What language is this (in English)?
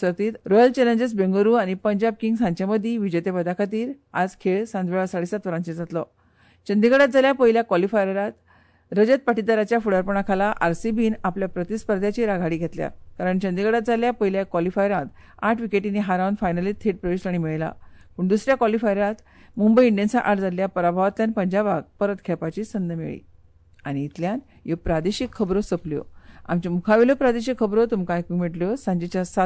Konkani